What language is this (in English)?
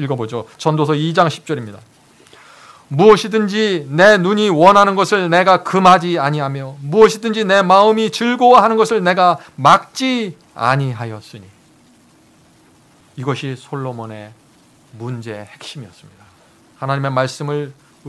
Korean